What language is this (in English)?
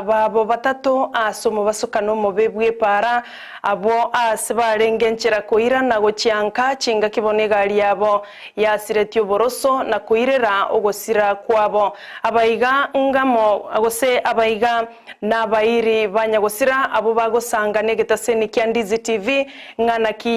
Gusii